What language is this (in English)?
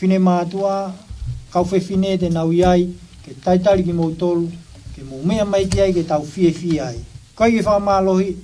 Tongan